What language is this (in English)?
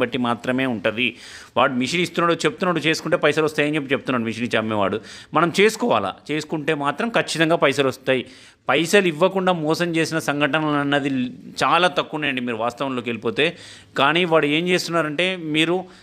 Telugu